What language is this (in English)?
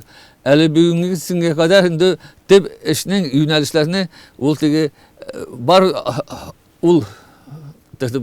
Tatar